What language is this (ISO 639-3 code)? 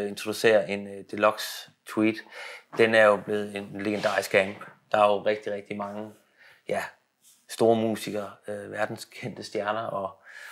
dan